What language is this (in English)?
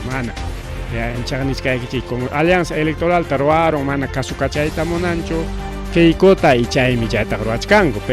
Ayacucho Quechua